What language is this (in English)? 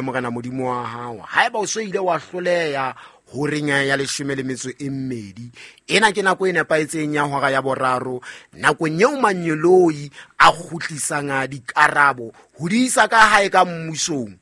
Southern Sotho